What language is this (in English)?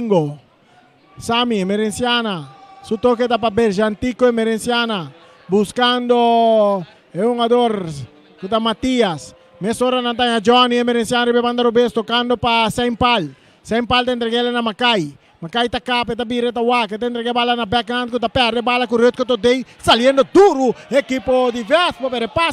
Papiamento